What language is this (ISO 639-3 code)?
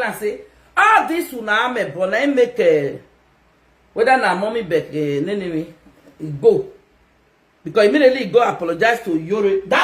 pcm